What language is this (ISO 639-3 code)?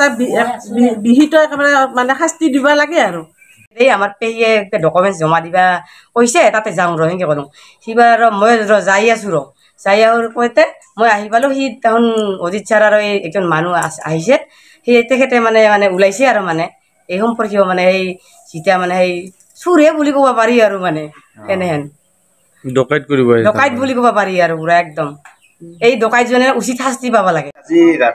asm